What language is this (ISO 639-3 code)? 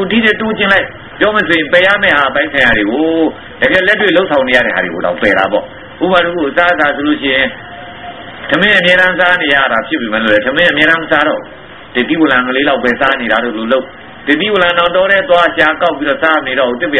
mya